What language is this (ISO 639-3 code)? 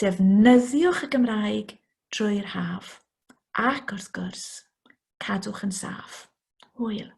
cym